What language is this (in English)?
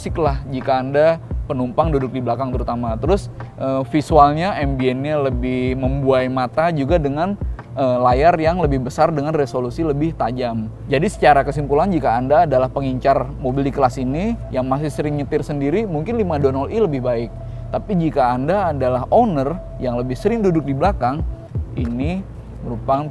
Indonesian